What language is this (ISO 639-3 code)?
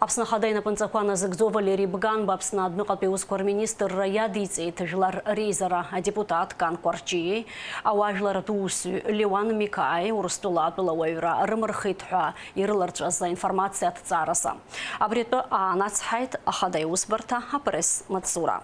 abk